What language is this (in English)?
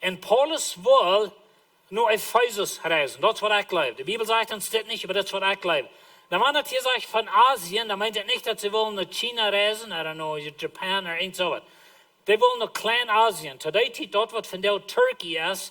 Plautdietsch